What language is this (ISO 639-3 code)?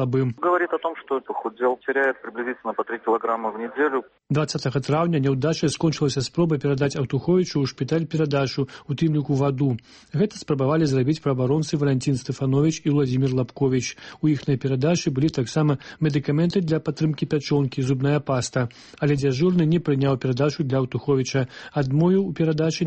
bel